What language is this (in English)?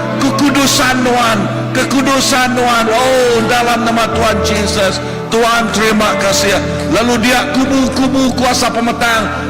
Iban